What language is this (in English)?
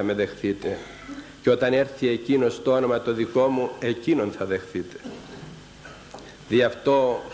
Greek